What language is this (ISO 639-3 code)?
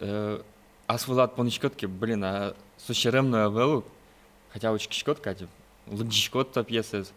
udm